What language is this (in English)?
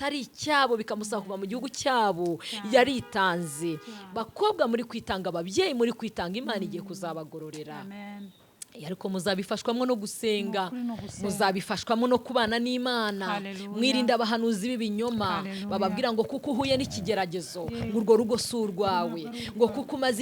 Kinyarwanda